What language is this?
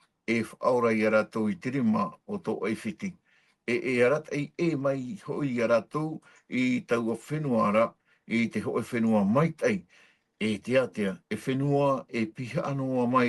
Tahitian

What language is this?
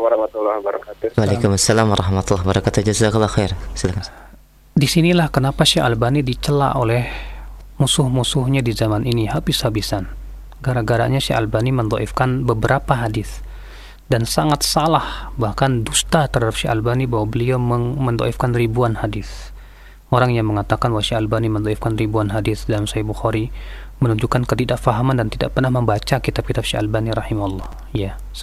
Indonesian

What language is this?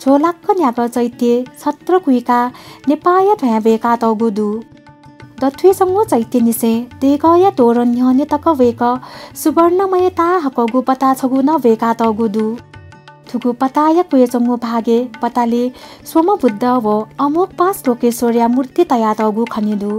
Newari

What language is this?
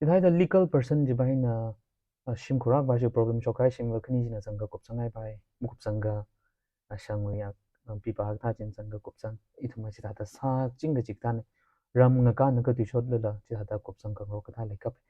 Tangkhul Naga (India)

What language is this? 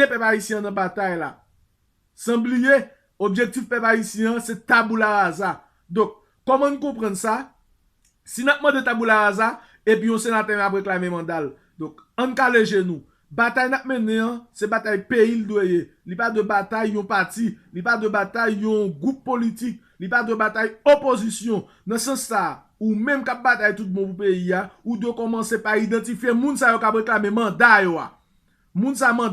Haitian Creole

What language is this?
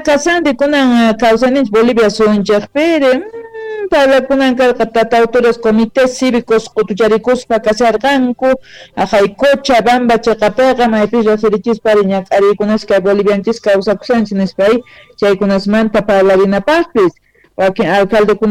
Quechua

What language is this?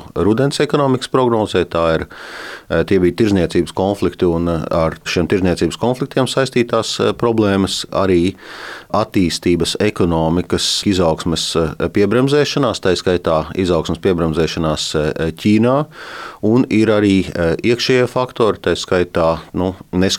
Latvian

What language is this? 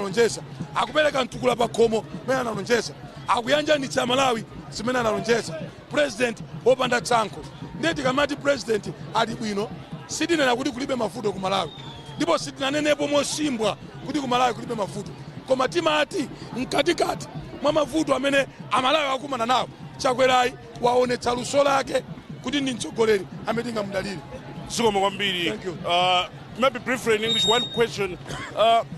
Nyanja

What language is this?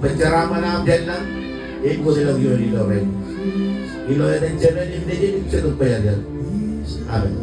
Marshallese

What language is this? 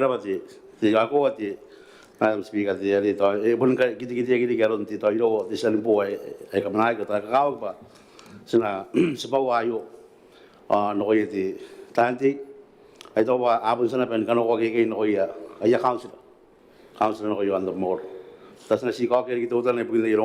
Gilbertese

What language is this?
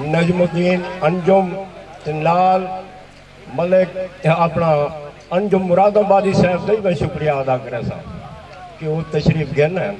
Saraiki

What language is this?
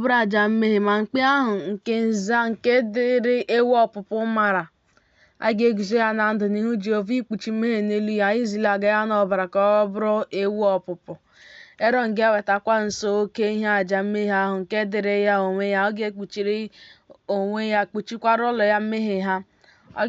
Igbo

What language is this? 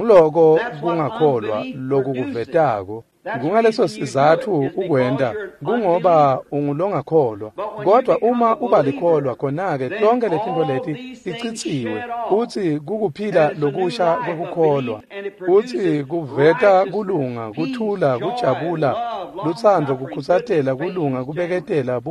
Swati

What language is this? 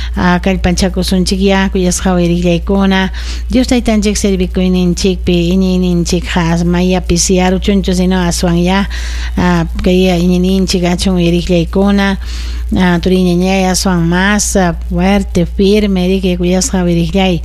Ayacucho Quechua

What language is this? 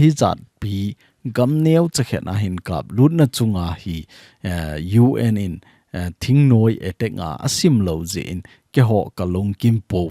Thado Chin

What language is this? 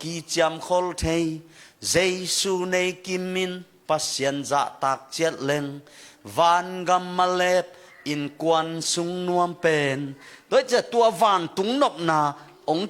Tedim Chin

